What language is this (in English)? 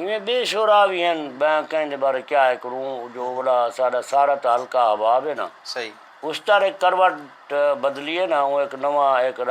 Saraiki